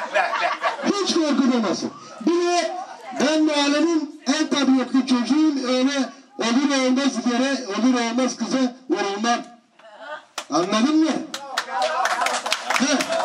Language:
Turkish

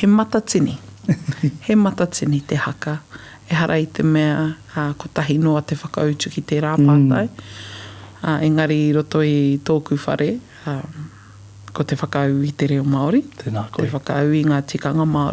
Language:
Māori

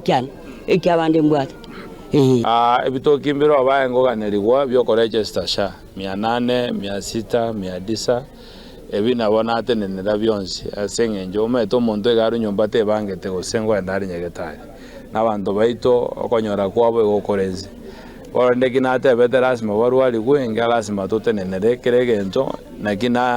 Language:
Gusii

